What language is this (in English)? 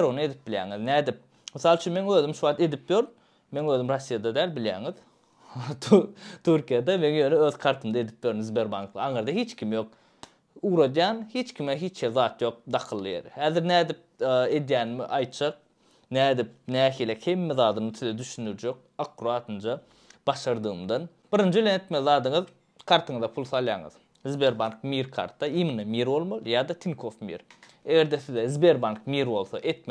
Turkmen